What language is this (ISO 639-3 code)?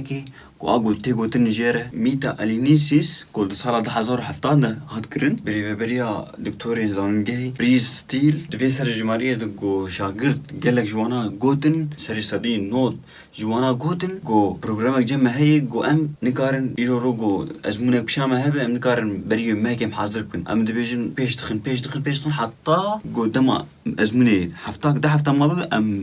kur